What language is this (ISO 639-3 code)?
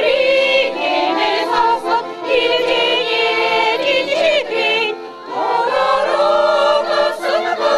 chv